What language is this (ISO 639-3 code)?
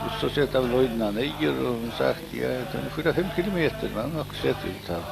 fao